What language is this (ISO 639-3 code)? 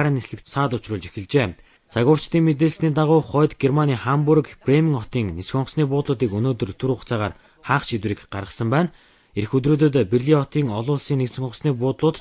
mon